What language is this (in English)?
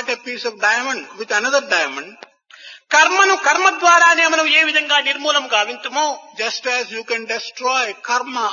Telugu